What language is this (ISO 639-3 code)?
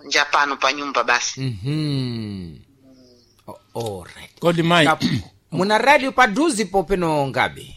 seh